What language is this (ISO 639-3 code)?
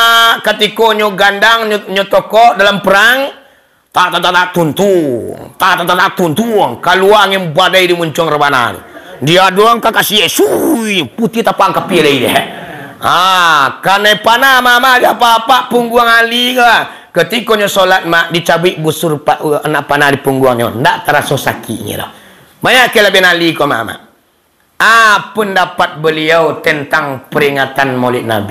min